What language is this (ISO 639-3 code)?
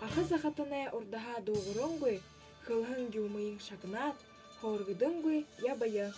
bua